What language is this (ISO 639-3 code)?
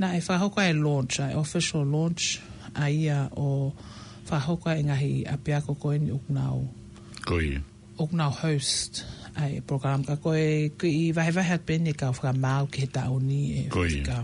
ton